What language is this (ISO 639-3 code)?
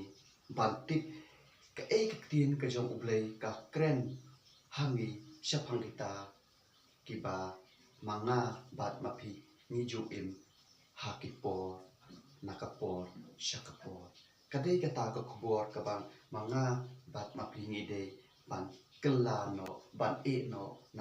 kha